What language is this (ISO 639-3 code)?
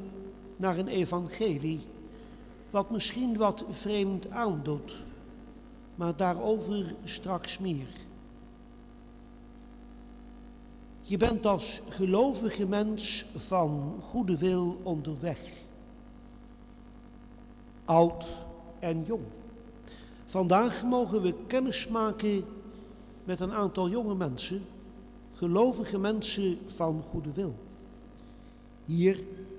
nld